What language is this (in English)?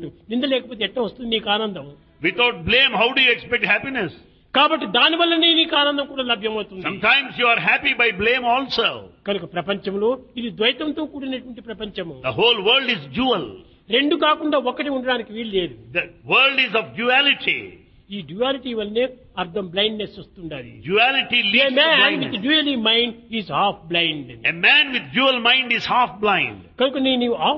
Telugu